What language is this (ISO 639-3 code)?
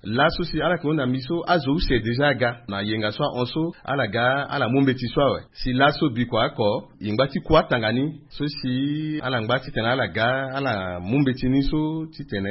sag